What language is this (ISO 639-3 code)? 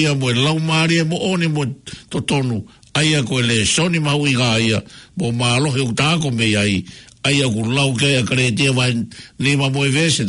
ton